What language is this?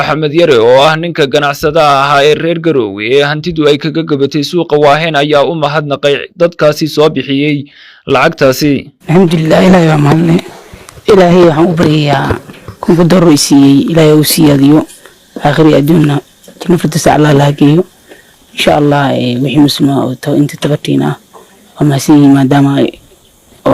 Somali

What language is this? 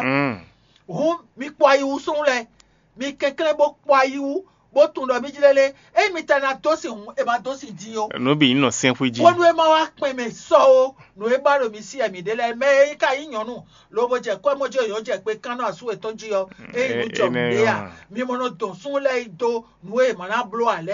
Fon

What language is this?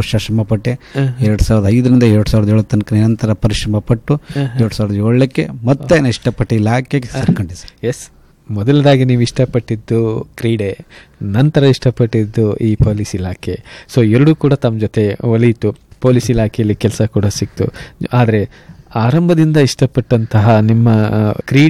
Kannada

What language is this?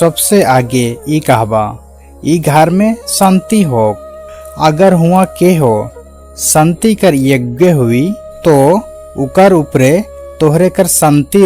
Sadri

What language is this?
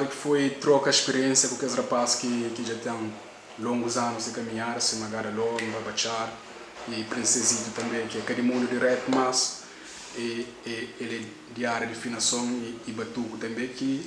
Kabuverdianu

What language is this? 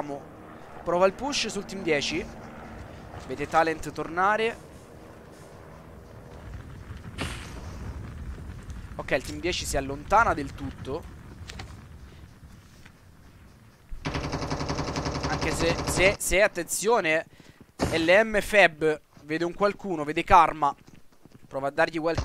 Italian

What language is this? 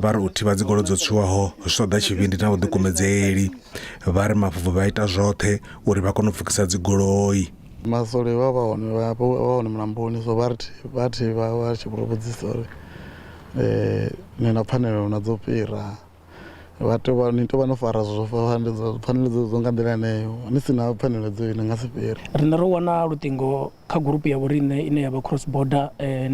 Venda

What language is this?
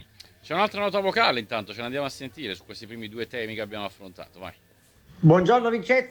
Italian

